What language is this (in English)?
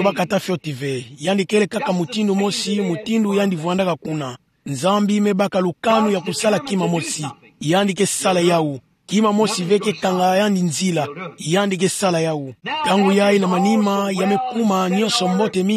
Kituba (Democratic Republic of Congo)